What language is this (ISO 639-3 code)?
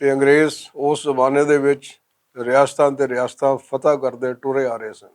lah